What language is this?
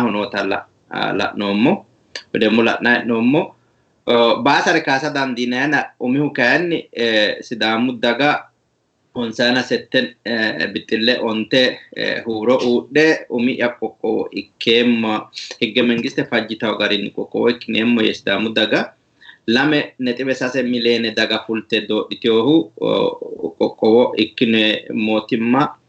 Sidamo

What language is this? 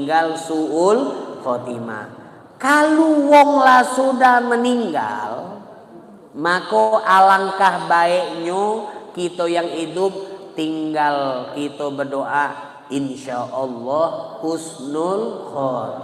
Musi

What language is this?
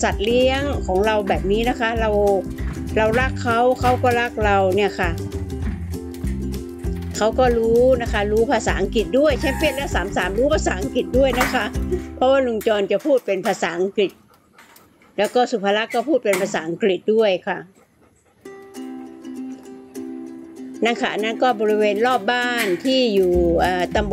Thai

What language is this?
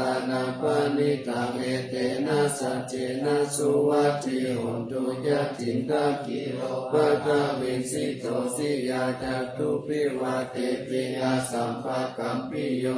Pali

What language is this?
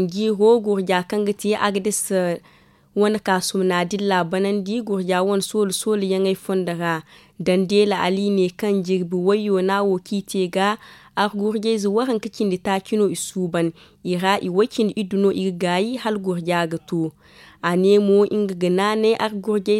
Zarma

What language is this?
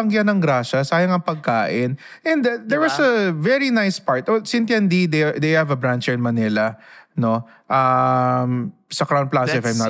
Filipino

